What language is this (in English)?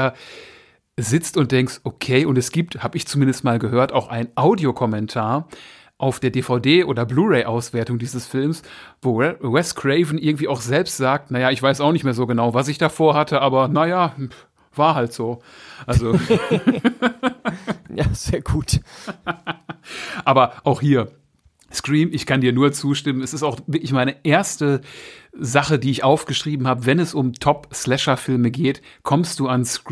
German